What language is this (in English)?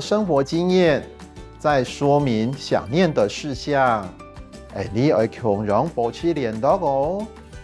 Hakka Chinese